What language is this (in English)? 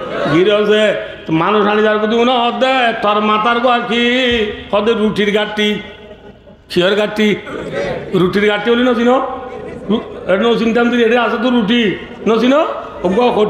Rohingya